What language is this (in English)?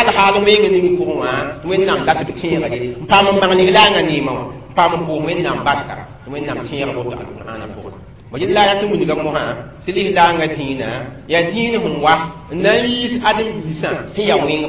Mossi